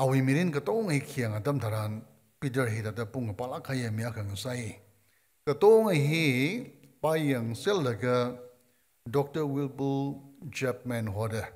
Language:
Tangkhul Naga (India)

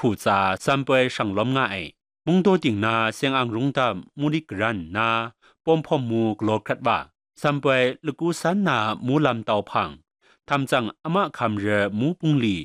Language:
Kachin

